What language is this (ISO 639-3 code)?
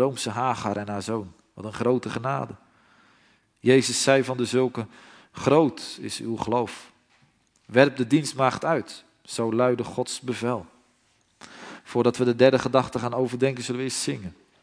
nld